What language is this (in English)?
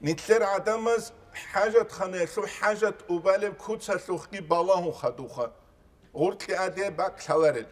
Avaric